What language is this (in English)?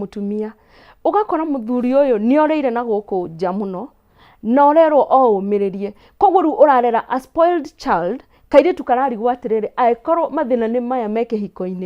Kikuyu